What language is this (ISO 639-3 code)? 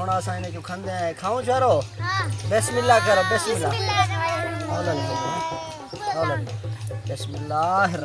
skr